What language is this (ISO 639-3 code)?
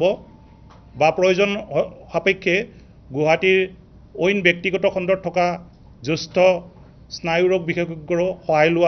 asm